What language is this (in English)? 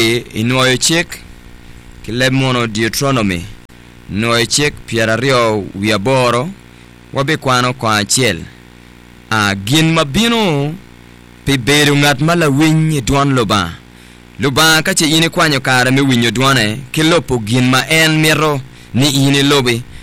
Acoli